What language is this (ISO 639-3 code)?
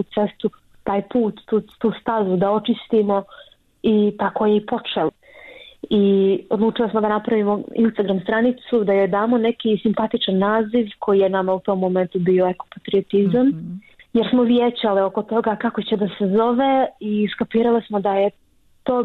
bos